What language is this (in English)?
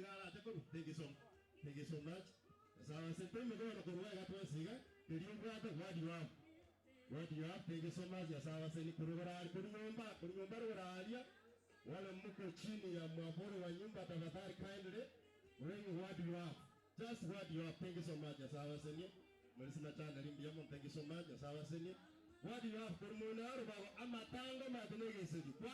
Gusii